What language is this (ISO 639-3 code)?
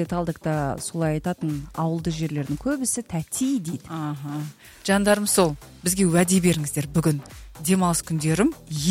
kaz